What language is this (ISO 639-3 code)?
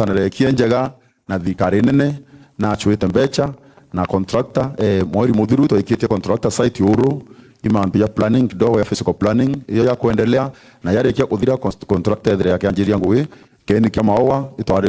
mer